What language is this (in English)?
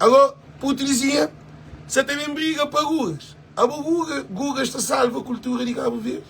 Kabuverdianu